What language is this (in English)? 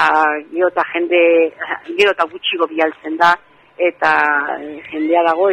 Basque